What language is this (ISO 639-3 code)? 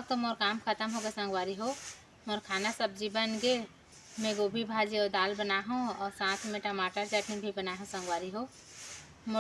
hne